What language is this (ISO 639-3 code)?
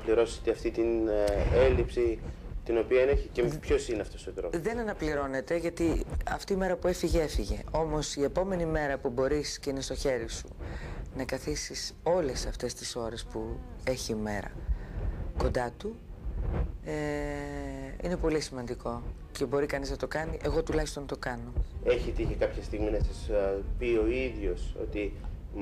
ell